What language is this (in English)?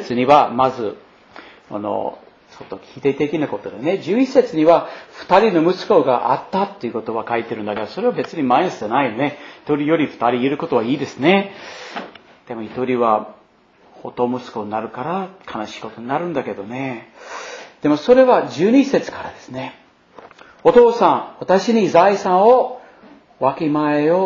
Japanese